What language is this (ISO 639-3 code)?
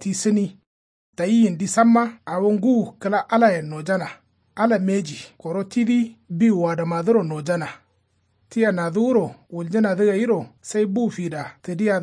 kau